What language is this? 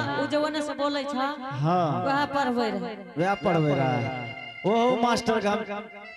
Angika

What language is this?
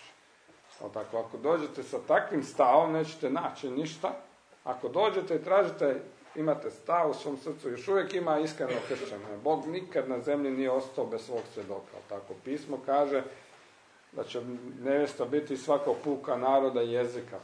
Croatian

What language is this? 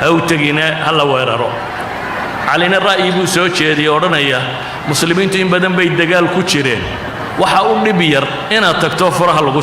Somali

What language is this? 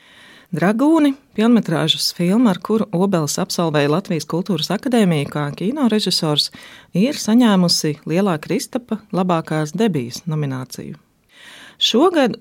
Latvian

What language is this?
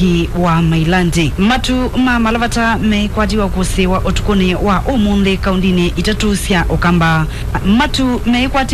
Kamba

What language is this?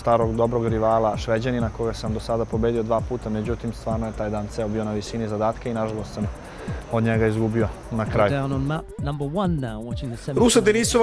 Serbian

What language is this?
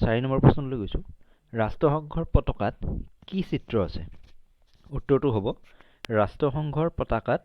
Assamese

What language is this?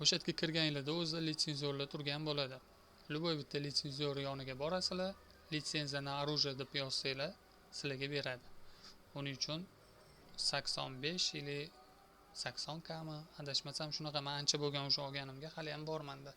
Uzbek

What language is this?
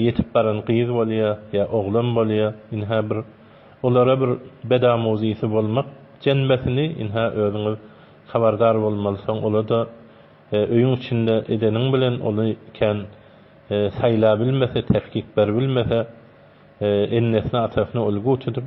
Turkmen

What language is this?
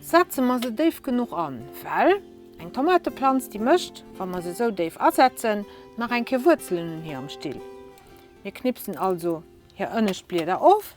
Luxembourgish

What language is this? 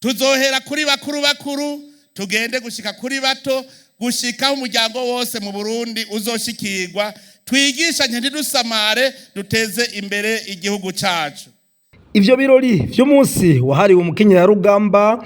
Rundi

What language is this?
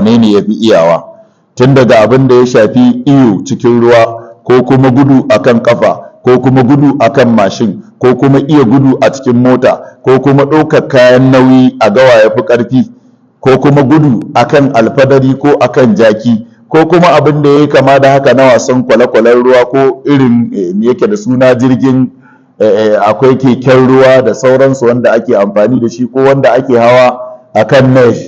Hausa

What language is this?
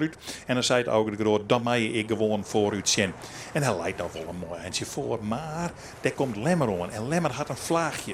Western Frisian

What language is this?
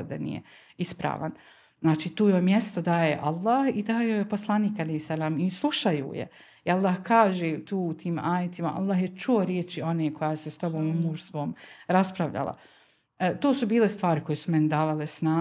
Bosnian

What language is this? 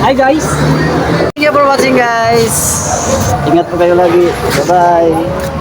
Cebuano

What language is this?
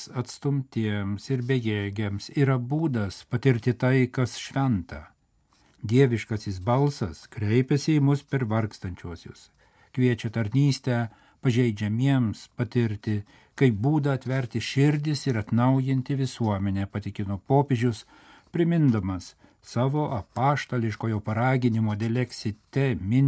Lithuanian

